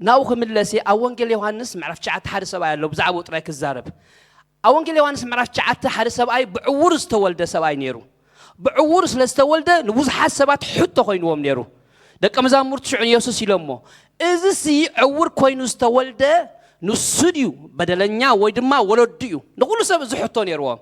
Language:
Tigrinya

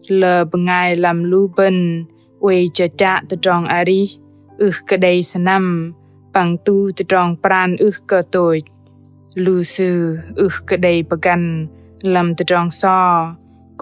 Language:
Bahnar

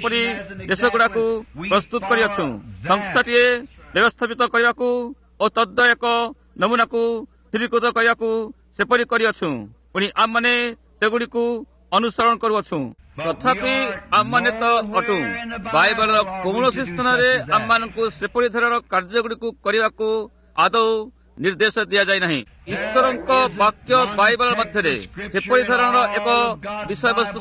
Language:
Odia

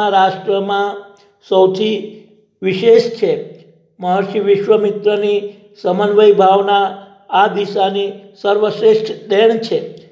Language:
Gujarati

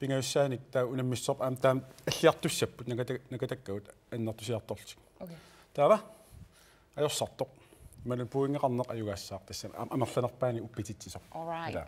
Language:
Kalaallisut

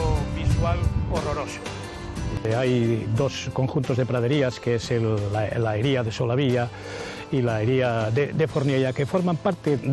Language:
Asturian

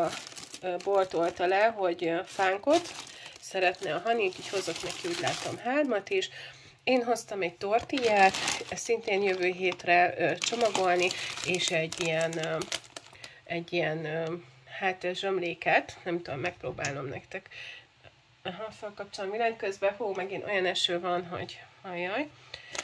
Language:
Hungarian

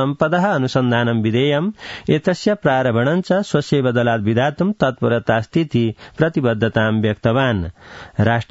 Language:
Sanskrit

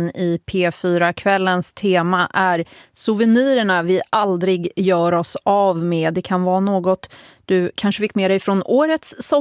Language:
Swedish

